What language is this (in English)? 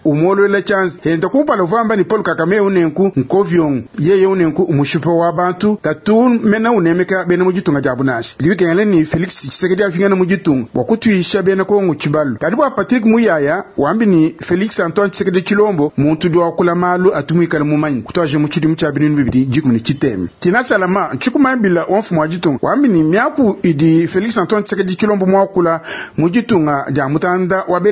Luba-Lulua